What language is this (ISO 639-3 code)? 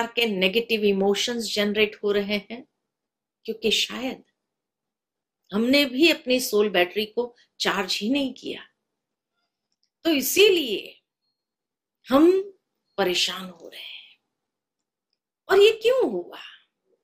hin